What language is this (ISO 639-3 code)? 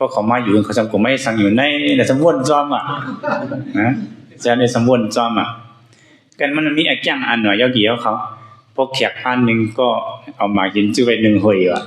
shn